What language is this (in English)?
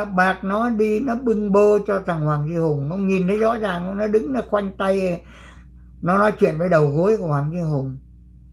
Vietnamese